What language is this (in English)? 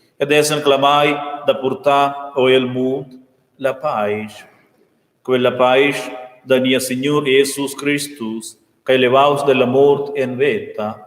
Romansh